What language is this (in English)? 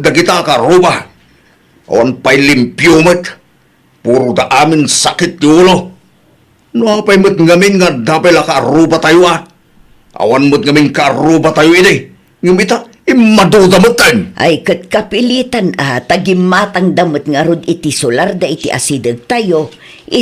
Iloko